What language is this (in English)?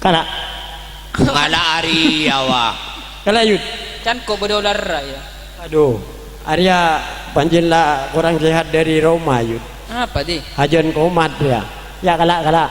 Madurese